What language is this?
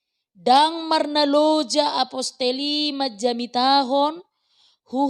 Batak Toba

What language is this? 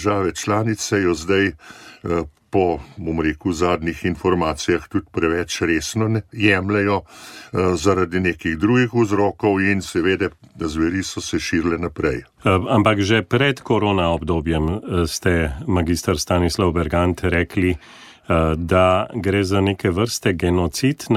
Slovenian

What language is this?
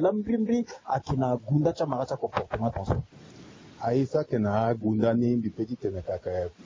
Sango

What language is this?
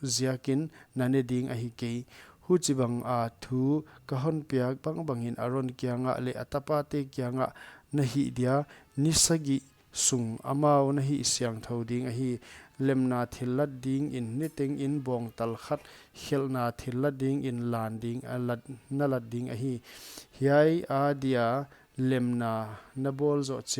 Paite Chin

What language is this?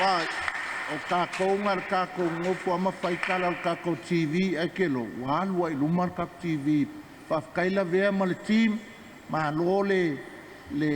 Samoan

